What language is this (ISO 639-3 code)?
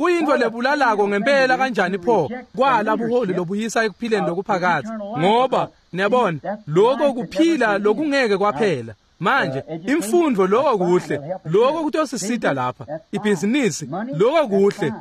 ssw